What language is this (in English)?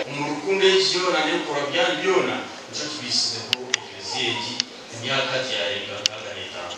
Nyankole